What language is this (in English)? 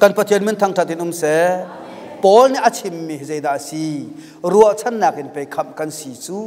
Hakha Chin